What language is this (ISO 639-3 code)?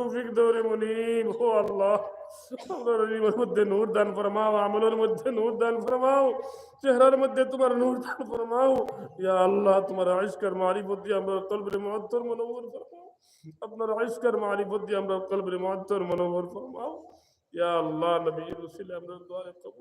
syl